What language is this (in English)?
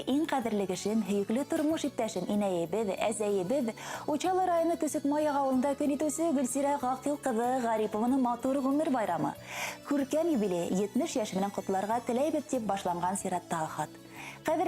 Bashkir